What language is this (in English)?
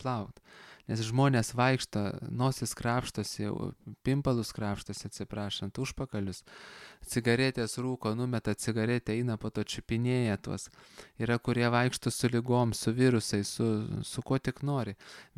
Lithuanian